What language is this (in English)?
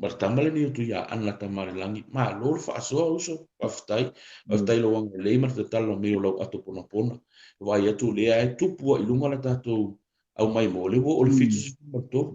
Samoan